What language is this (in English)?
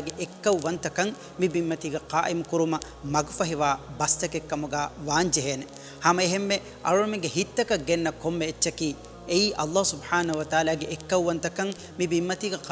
Divehi